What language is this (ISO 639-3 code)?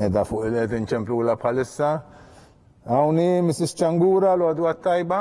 mlt